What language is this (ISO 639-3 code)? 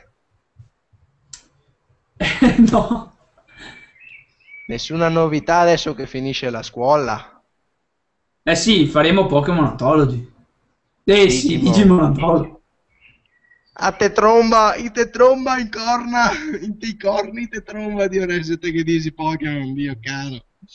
ita